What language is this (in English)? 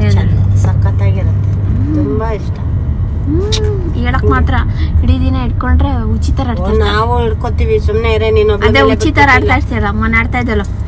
Kannada